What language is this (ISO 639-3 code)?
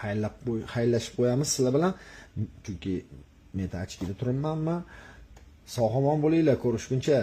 uzb